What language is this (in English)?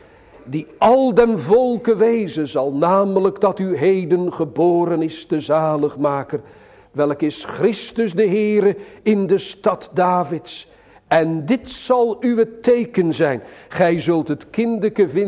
Dutch